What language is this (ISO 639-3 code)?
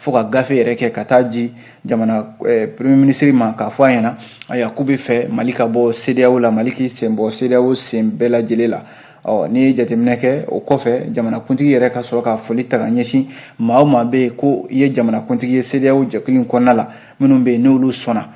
bam